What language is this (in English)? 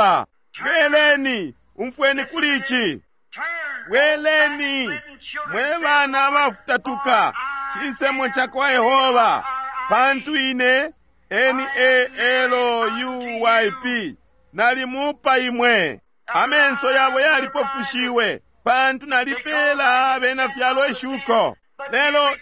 Bemba